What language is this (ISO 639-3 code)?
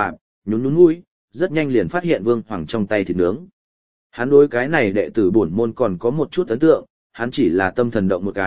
vie